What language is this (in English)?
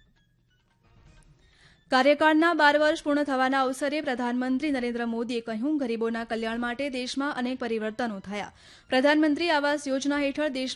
Gujarati